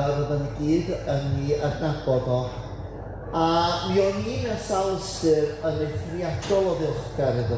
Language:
Welsh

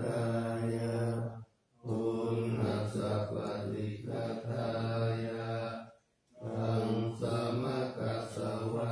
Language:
Pali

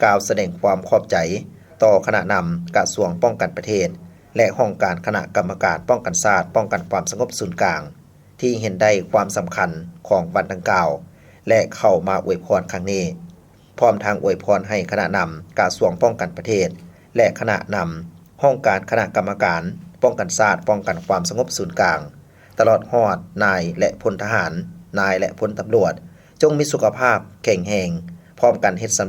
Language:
Lao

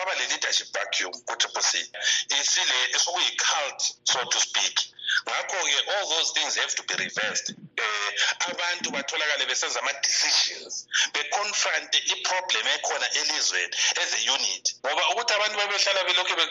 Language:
North Ndebele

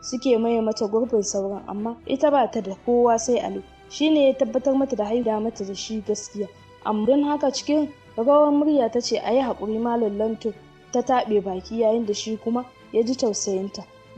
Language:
Hausa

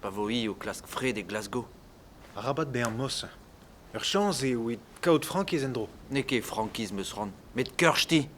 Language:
Breton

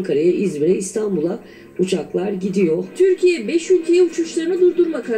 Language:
Turkish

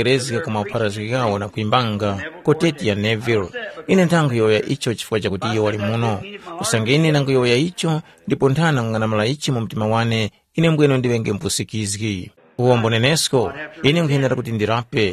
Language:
Tumbuka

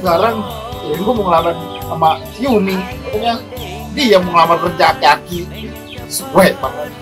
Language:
Betawi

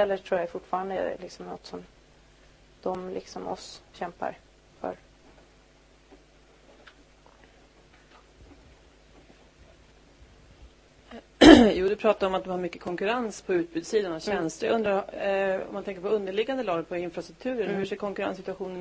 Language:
Swedish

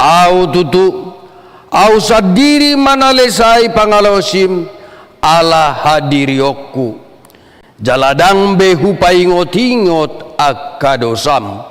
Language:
Batak Toba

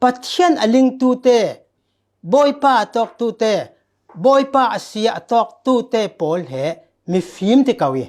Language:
Falam Chin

